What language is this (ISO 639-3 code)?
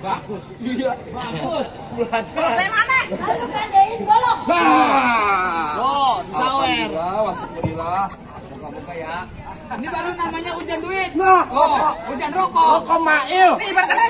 bew